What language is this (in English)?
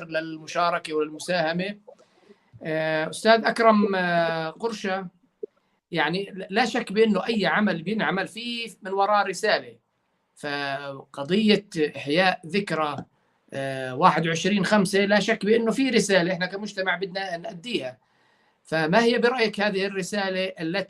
North Levantine Arabic